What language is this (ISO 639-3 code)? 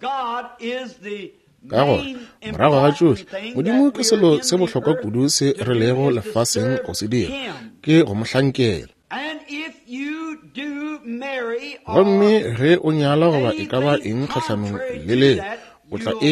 nso